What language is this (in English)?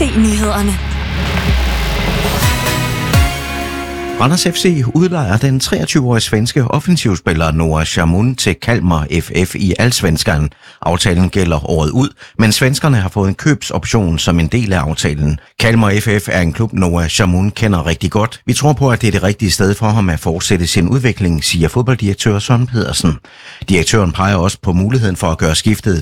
Danish